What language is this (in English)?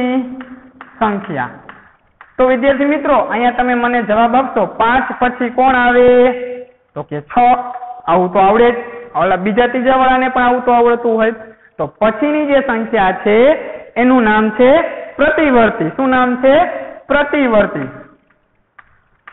Gujarati